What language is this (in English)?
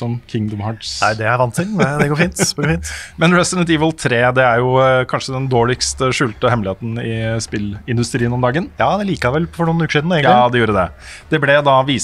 Norwegian